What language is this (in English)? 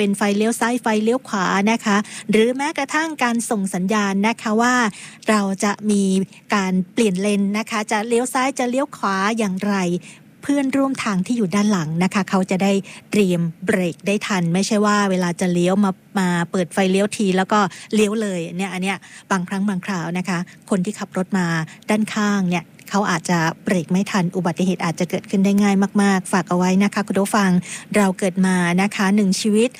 Thai